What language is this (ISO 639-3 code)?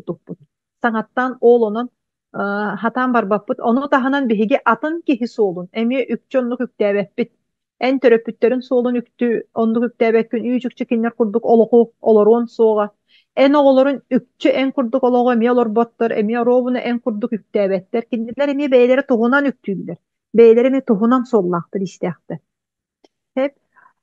sah